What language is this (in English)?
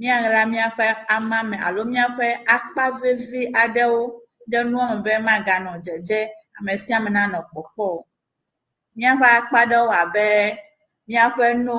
Ewe